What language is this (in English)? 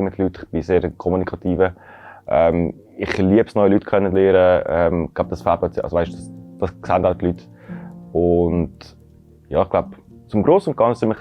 Swiss German